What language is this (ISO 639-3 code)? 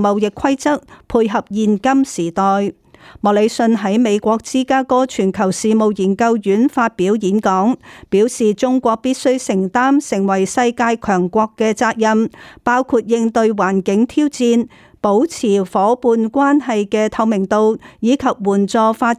yue